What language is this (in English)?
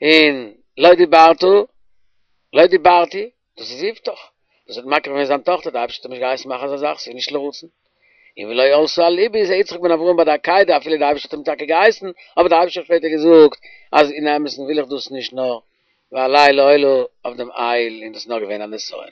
Yiddish